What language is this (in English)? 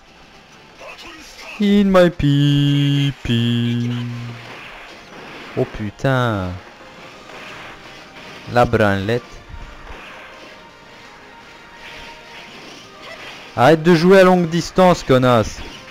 French